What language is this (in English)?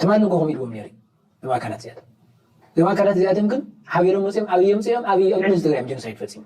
Tigrinya